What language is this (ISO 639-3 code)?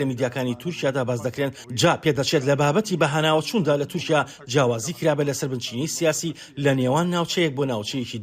ckb